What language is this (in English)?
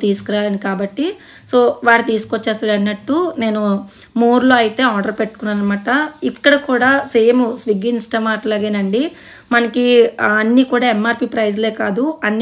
Telugu